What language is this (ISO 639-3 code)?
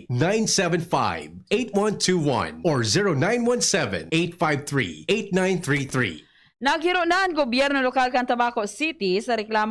bik